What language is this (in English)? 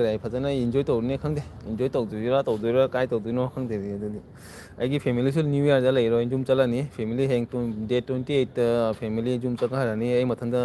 Manipuri